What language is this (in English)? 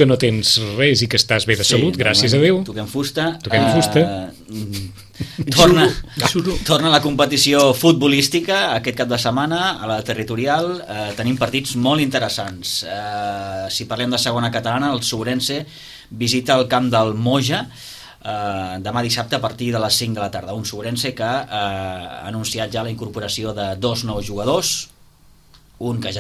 Catalan